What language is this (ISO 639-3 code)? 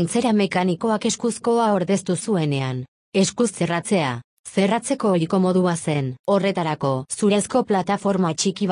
eus